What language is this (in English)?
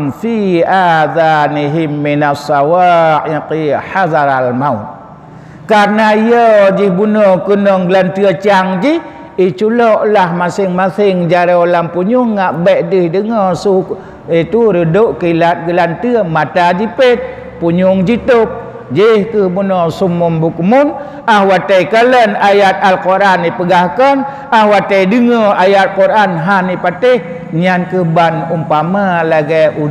Achinese